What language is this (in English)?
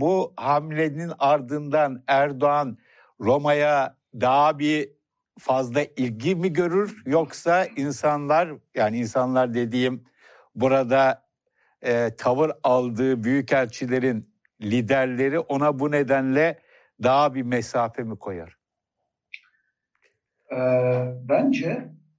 Turkish